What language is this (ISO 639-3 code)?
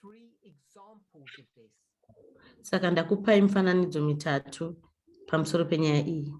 sna